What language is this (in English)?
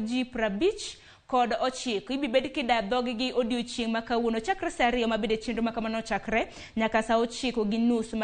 Luo (Kenya and Tanzania)